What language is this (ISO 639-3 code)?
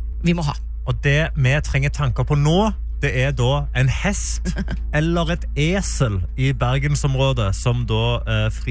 nor